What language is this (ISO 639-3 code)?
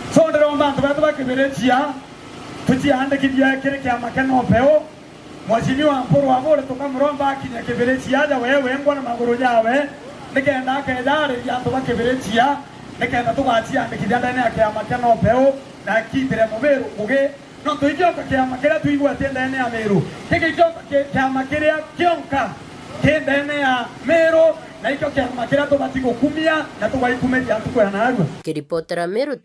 mer